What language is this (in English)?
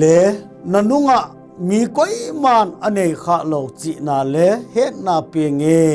Thado Chin